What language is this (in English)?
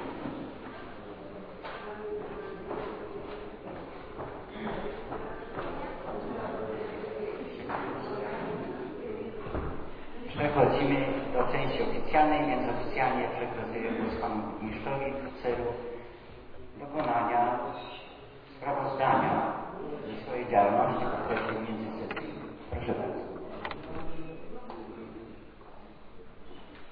Polish